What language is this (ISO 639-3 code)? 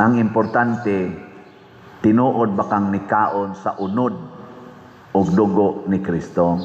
ceb